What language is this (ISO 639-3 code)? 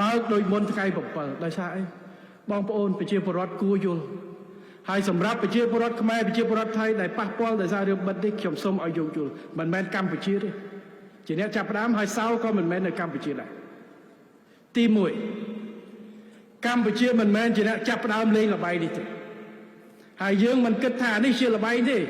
khm